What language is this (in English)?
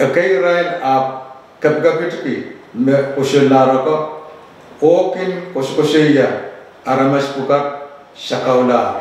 Pohnpeian